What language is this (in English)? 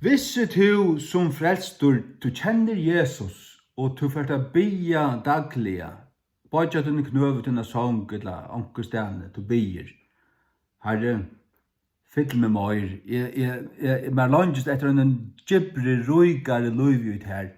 Faroese